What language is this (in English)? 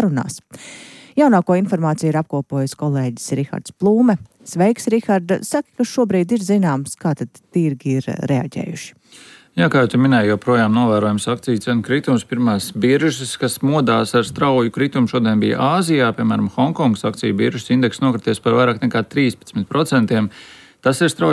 Latvian